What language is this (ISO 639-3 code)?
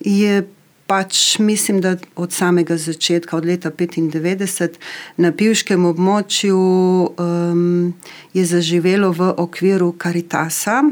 slv